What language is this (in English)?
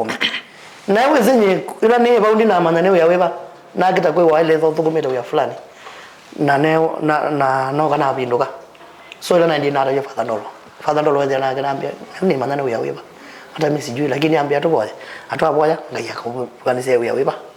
Kamba